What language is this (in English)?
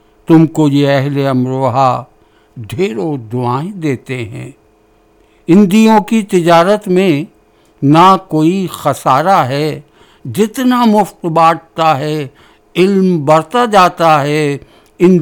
Urdu